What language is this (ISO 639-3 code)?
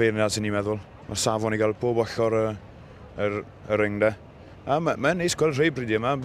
cym